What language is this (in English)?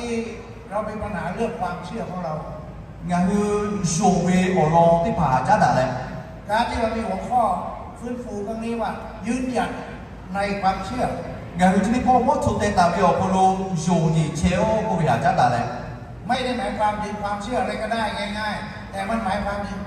Lahu